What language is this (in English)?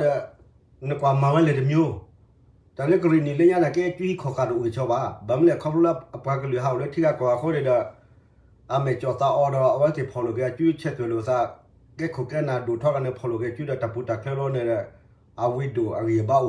S'gaw Karen